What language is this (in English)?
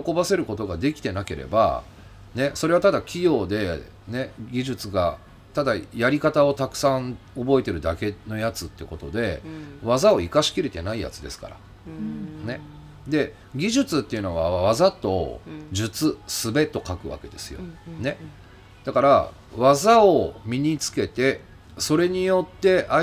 Japanese